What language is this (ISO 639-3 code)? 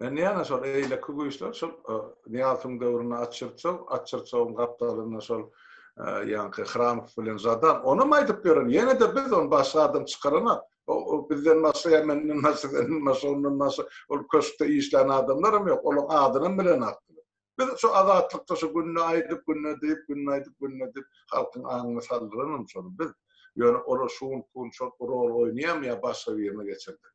tuk